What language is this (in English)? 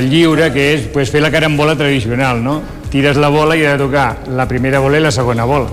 Catalan